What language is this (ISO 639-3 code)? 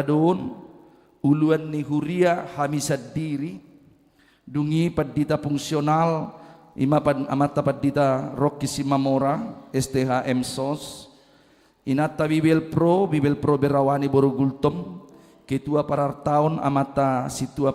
bbc